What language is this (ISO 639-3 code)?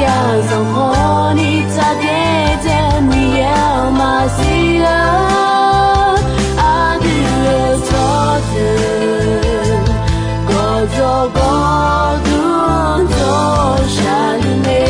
ahk